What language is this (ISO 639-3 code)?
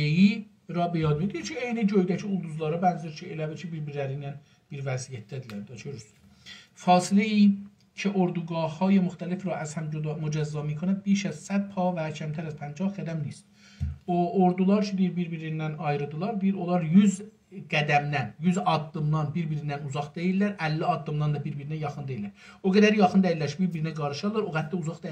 azb